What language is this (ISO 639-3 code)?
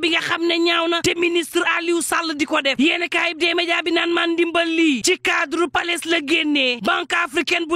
wol